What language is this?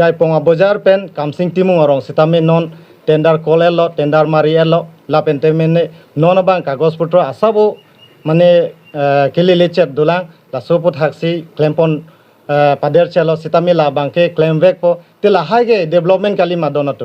Karbi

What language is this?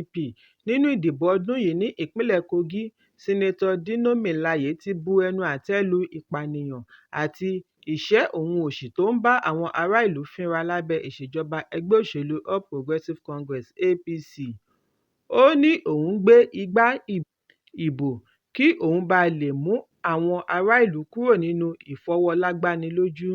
Yoruba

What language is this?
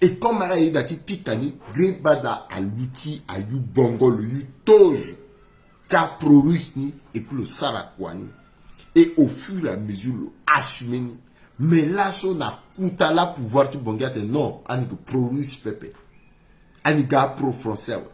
Sango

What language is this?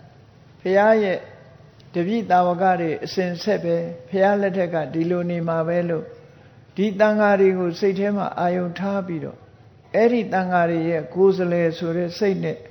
Burmese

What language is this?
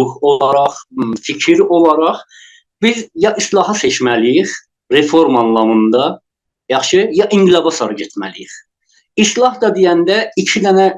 South Azerbaijani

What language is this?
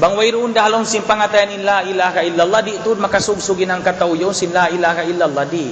Tausug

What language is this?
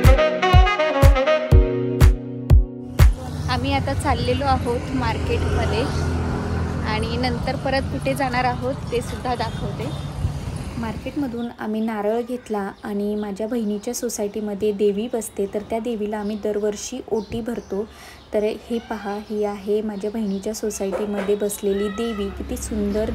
Marathi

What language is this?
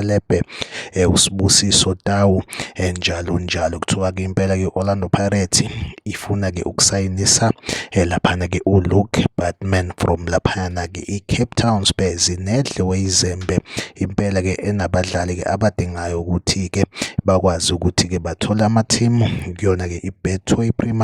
Zulu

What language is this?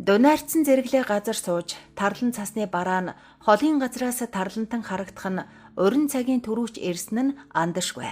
Mongolian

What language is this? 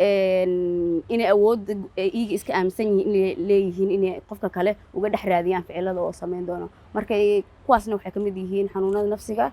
Somali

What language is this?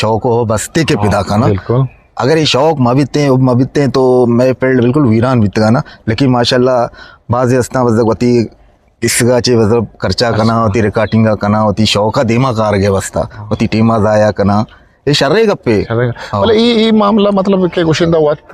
Eastern Balochi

